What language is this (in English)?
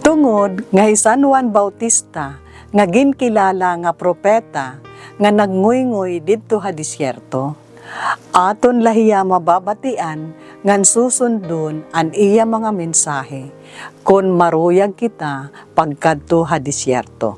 Waray